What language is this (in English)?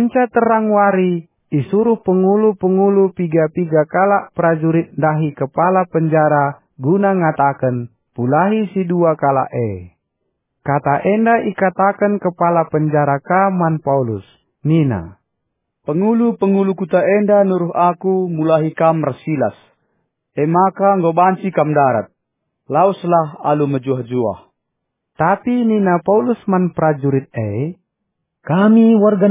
Batak Karo